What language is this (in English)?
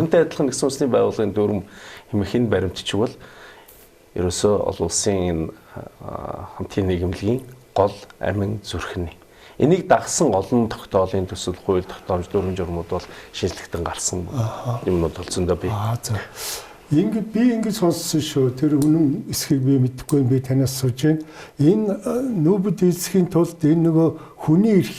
Mongolian